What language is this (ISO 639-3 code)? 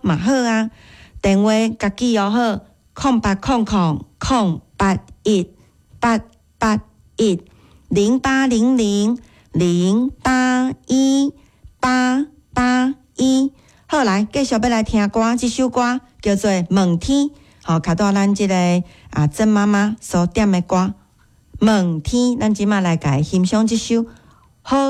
nan